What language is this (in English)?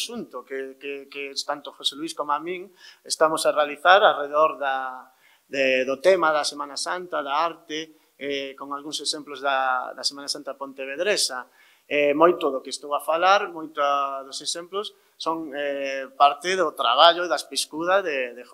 Galician